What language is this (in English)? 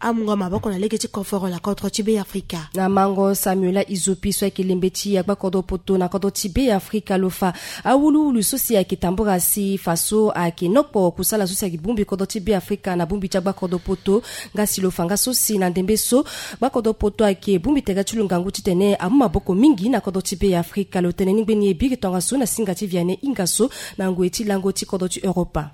Sango